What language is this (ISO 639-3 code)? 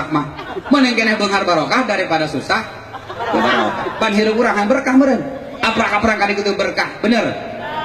sun